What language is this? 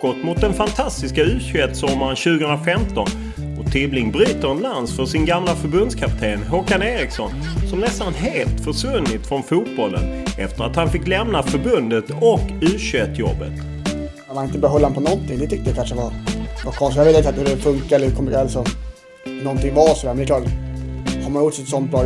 Swedish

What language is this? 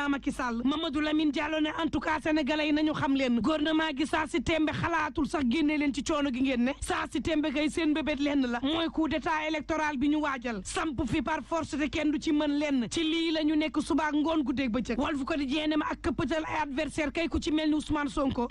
Wolof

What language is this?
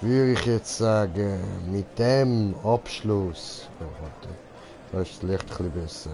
Swiss German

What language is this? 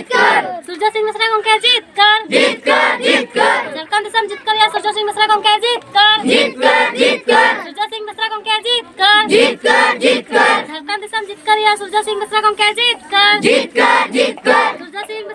Santali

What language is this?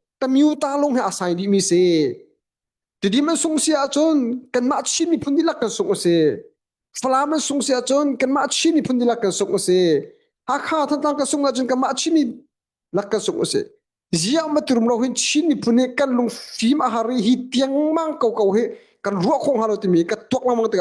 Hakha Chin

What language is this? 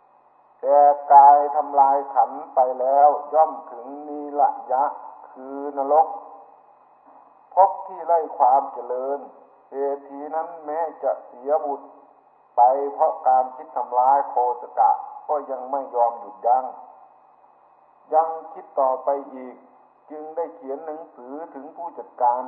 Thai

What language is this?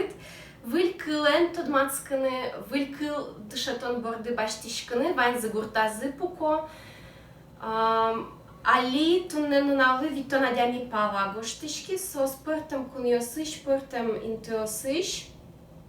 Udmurt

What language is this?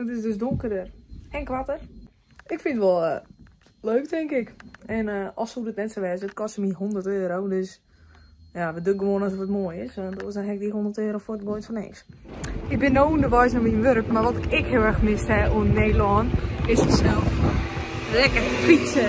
Western Frisian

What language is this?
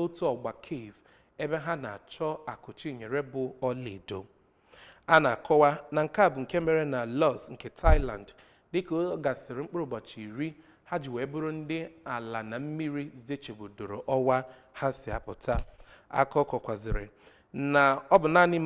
Igbo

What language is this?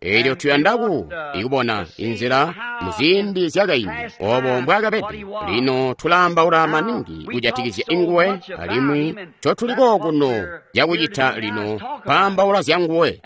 Tonga (Zambia)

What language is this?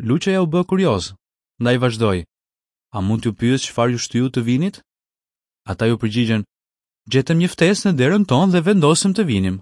Albanian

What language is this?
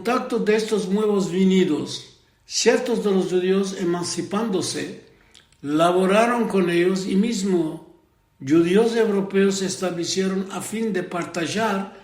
Ladino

